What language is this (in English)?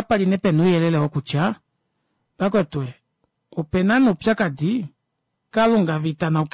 Kuanyama